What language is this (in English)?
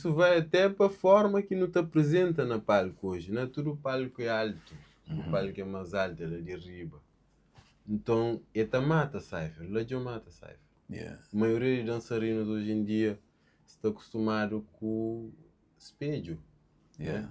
Kabuverdianu